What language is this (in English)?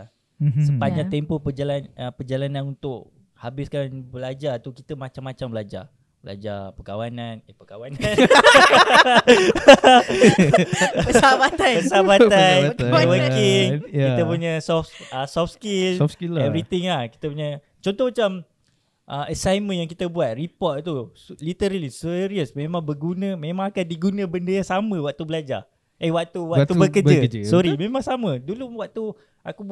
Malay